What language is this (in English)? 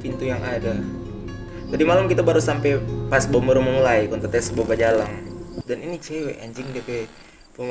Manado Malay